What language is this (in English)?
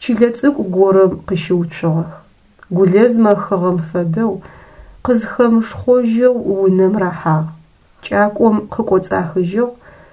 Adyghe